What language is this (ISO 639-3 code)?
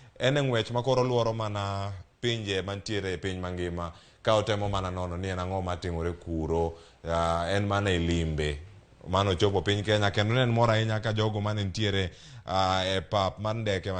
luo